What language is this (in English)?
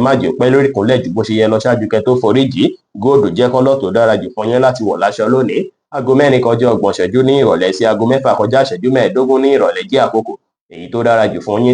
Yoruba